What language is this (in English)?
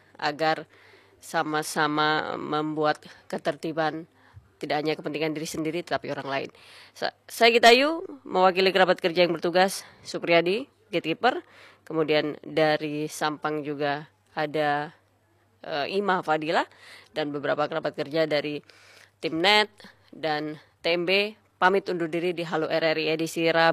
Indonesian